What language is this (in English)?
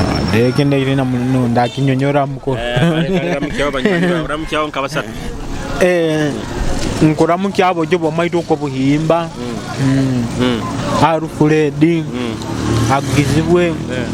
Nyoro